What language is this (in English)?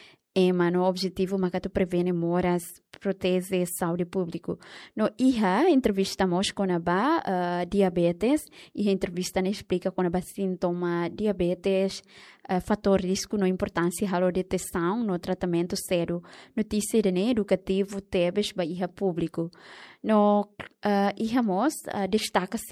Tetum